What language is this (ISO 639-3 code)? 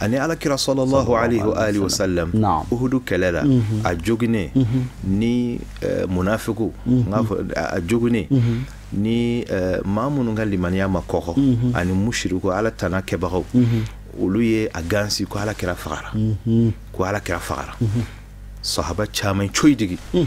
bam